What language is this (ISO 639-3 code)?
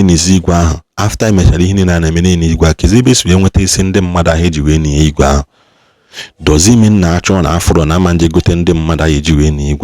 ibo